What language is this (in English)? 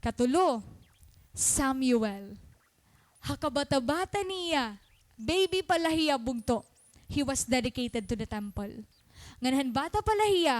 Waray